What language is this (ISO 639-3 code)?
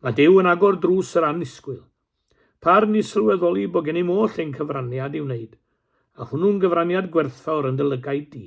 cym